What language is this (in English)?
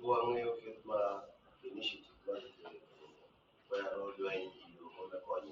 Acoli